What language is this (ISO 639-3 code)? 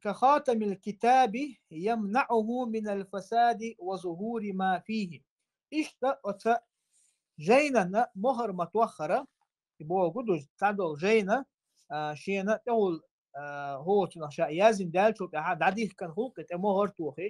che